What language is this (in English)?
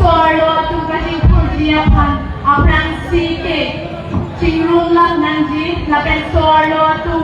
Karbi